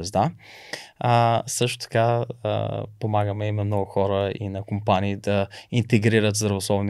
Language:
Bulgarian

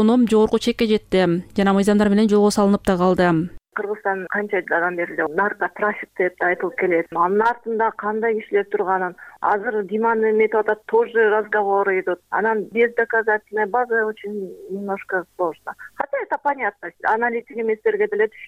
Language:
Kyrgyz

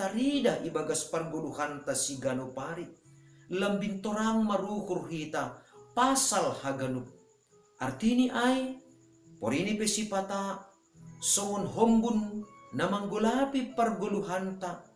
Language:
Batak Simalungun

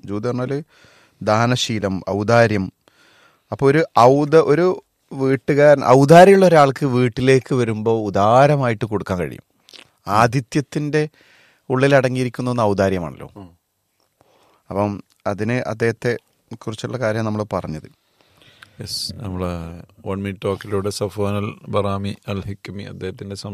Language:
Malayalam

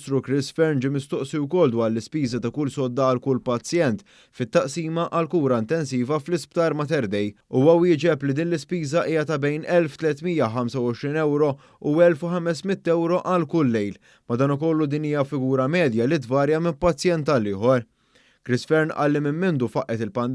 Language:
Maltese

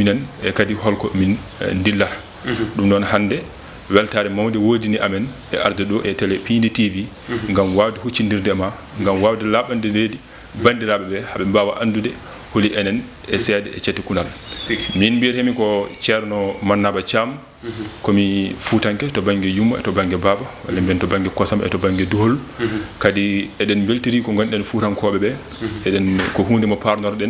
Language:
Fula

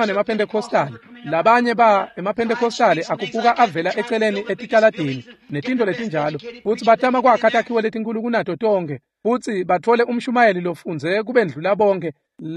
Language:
Swati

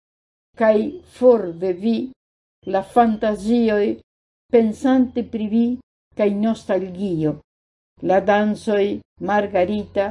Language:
Esperanto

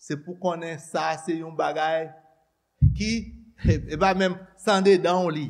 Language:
Haitian Creole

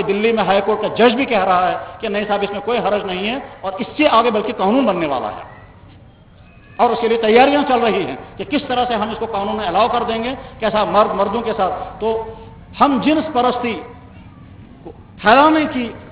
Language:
Urdu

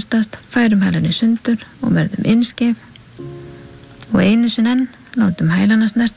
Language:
Icelandic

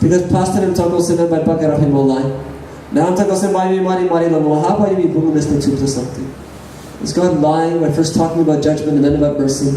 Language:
Tok Pisin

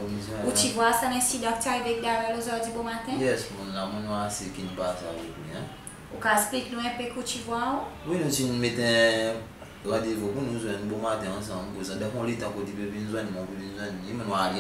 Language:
Seselwa Creole French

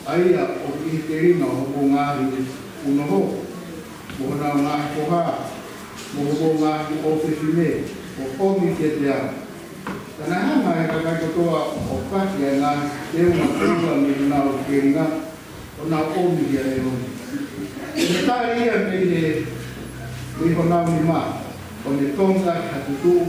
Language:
Tongan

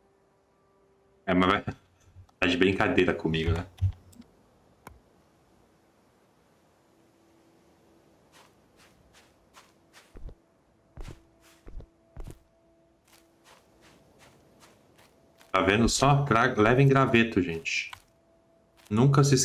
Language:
Portuguese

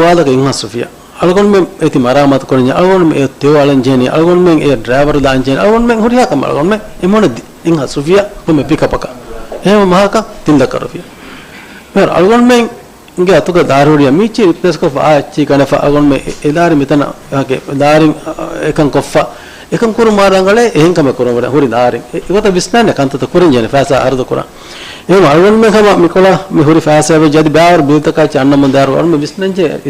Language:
Divehi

